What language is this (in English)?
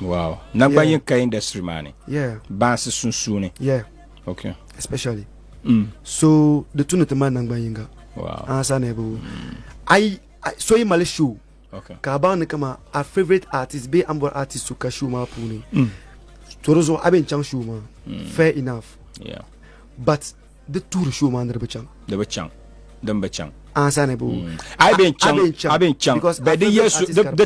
Dagbani